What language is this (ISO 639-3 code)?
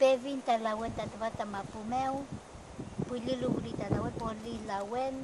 arn